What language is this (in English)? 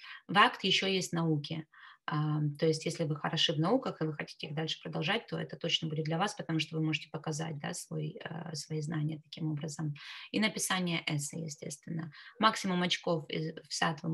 Russian